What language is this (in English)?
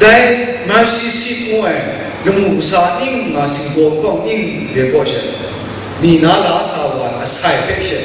Kachin